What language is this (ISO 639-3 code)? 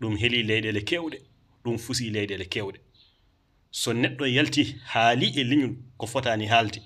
ful